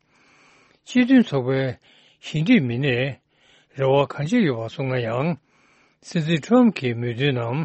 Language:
Tibetan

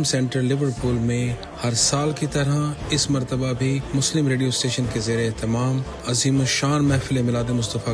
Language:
Urdu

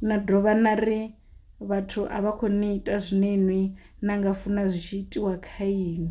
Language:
Venda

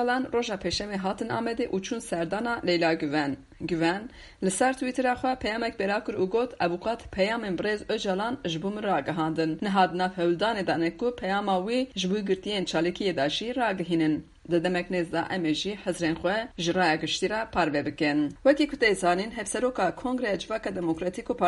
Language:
Kurdish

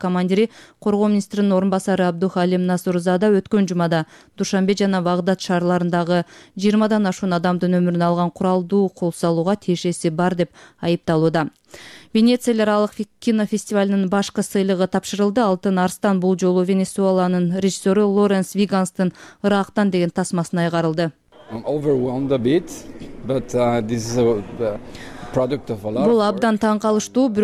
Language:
Kyrgyz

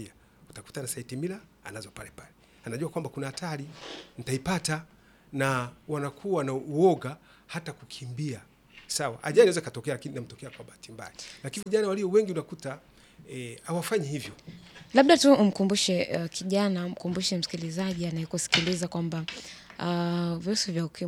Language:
Swahili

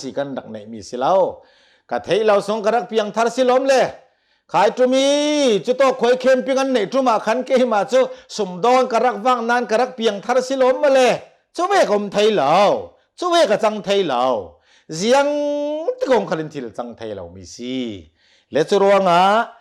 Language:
Hakha Chin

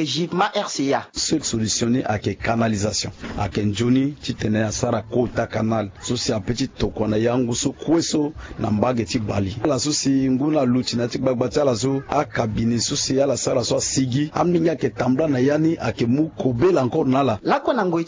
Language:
Sango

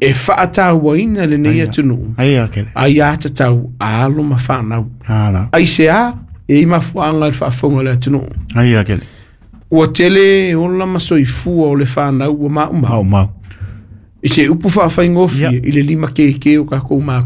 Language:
Samoan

